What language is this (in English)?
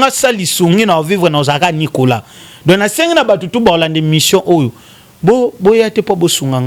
Lingala